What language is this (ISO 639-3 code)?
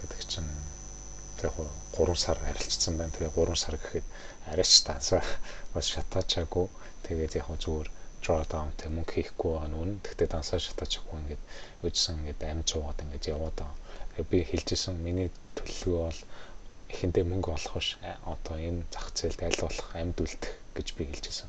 mon